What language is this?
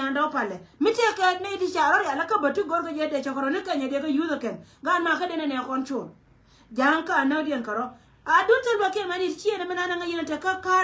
Nuer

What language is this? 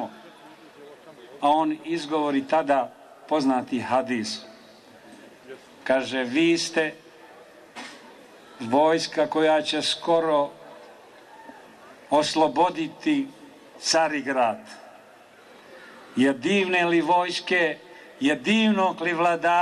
Bosnian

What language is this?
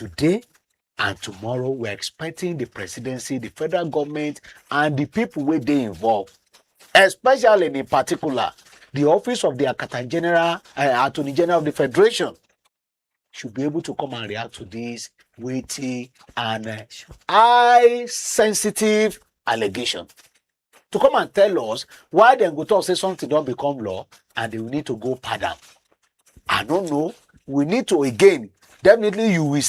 Nigerian Pidgin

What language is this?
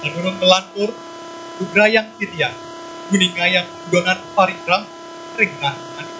Balinese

